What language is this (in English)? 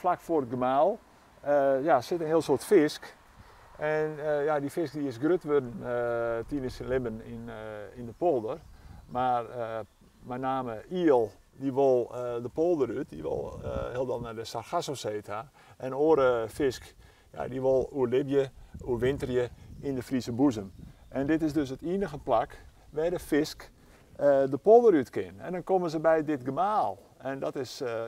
Western Frisian